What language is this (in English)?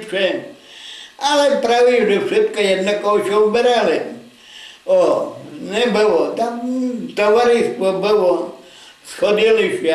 Rusyn